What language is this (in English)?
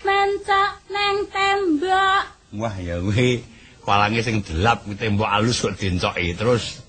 Javanese